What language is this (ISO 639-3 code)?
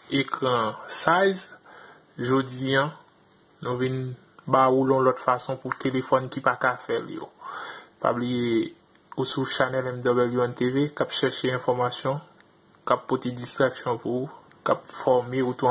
hat